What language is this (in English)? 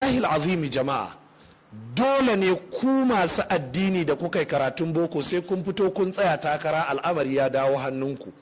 Hausa